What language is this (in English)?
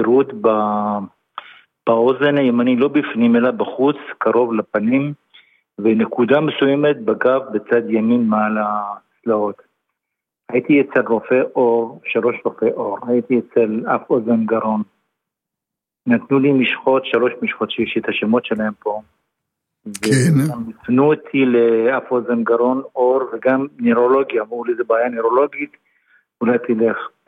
Hebrew